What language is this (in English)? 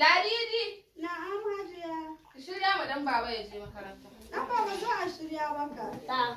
Hausa